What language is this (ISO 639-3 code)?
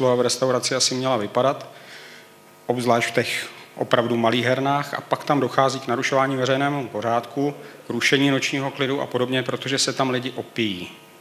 ces